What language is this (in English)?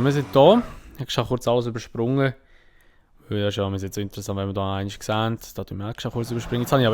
Swiss German